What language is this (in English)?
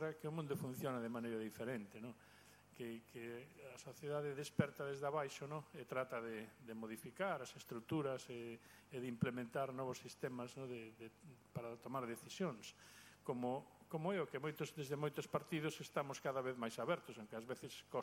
Galician